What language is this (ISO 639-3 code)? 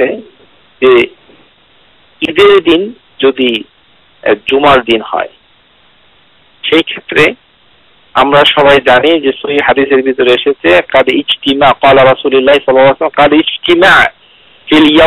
ben